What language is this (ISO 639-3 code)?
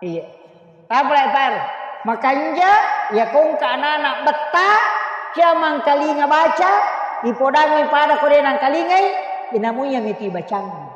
bug